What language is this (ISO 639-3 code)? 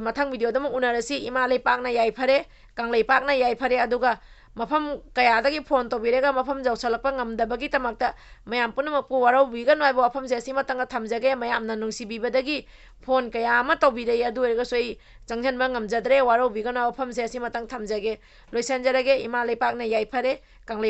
mni